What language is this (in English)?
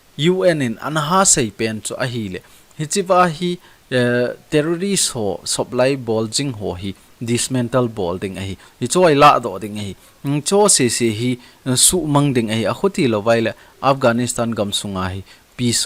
Thado Chin